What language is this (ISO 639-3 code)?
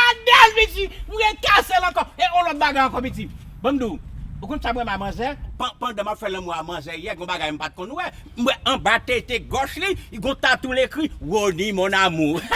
hat